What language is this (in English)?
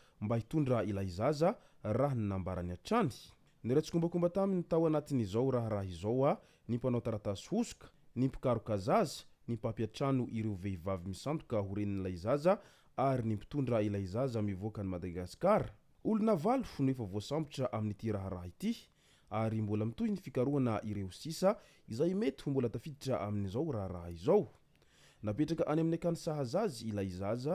Malagasy